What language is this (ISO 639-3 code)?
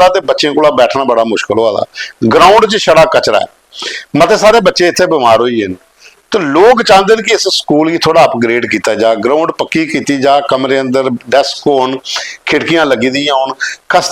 doi